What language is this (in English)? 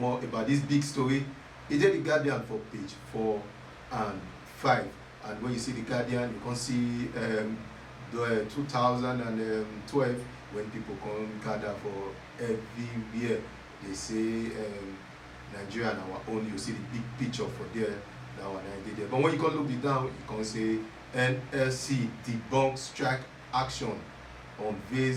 Nigerian Pidgin